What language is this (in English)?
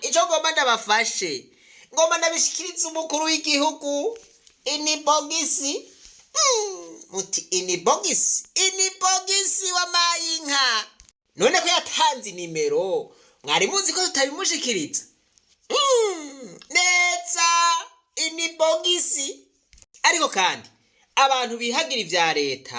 Rundi